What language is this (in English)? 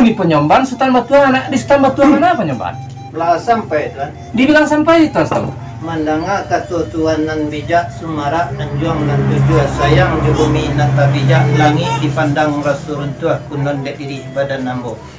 Minangkabau